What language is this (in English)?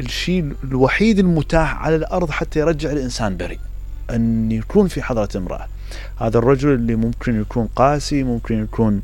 Mesopotamian Arabic